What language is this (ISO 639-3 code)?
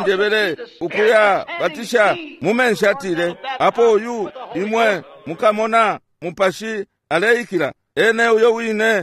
bem